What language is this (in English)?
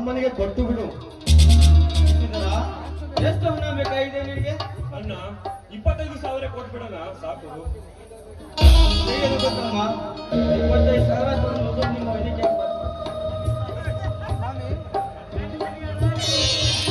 Kannada